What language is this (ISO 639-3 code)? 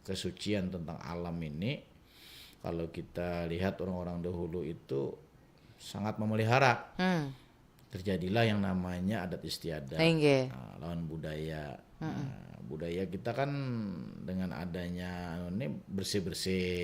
bjn